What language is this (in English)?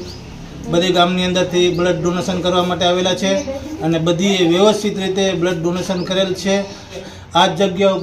Gujarati